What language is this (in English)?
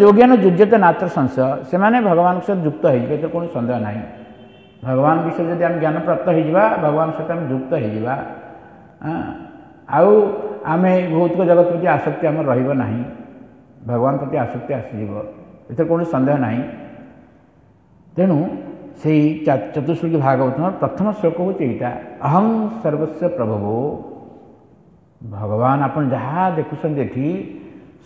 Odia